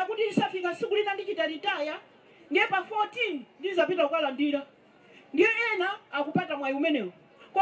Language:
Nyanja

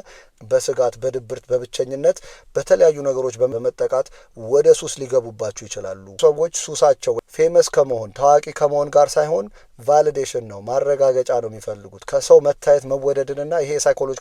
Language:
Amharic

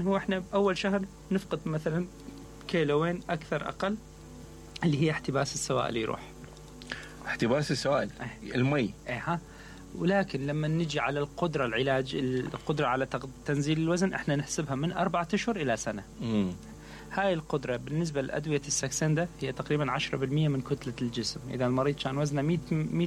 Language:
Mesopotamian Arabic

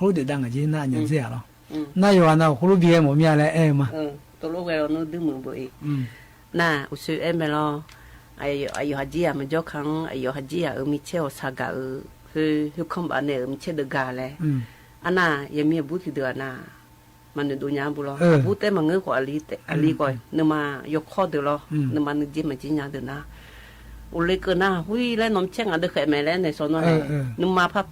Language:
Akha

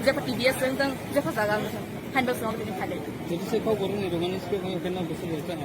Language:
Kok Borok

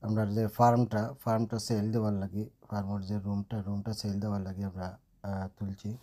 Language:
Sylheti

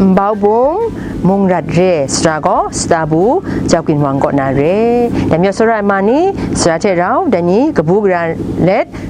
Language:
Kachin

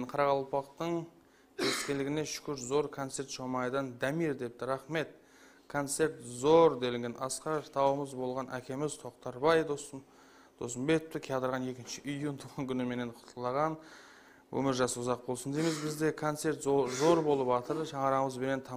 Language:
Kara-Kalpak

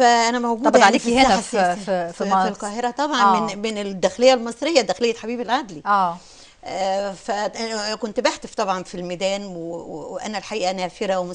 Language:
Egyptian Arabic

